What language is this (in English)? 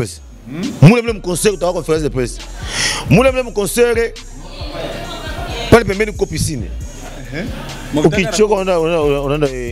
Swahili